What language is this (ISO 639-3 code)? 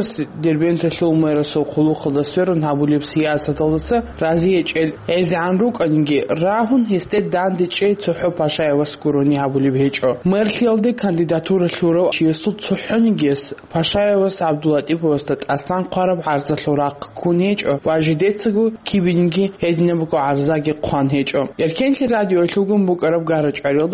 ava